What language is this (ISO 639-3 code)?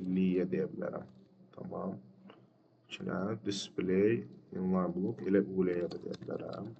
aze